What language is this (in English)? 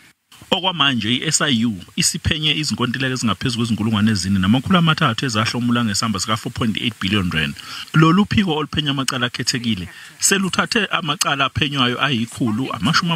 Zulu